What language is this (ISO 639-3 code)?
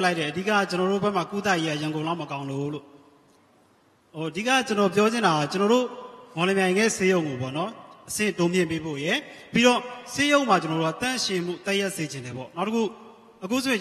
mya